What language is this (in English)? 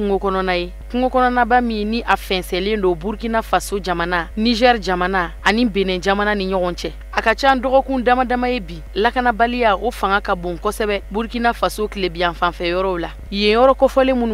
Bambara